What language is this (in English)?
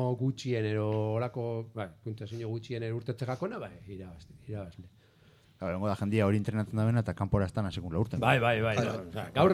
Basque